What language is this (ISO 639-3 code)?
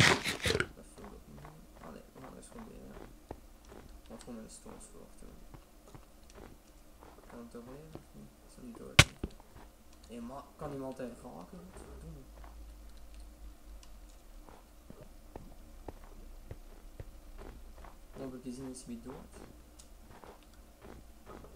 nld